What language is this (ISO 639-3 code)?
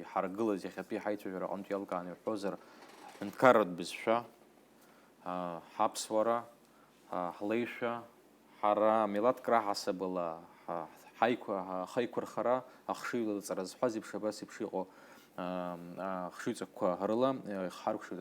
abk